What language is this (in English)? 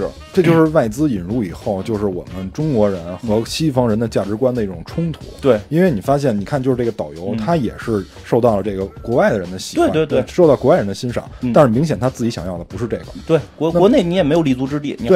Chinese